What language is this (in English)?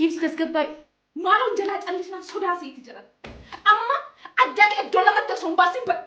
Oromo